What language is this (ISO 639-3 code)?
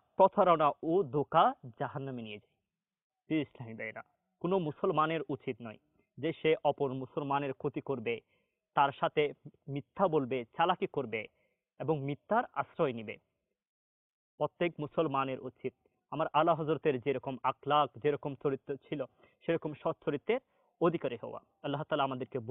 ben